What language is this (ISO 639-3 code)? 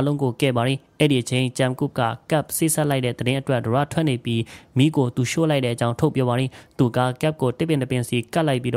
mya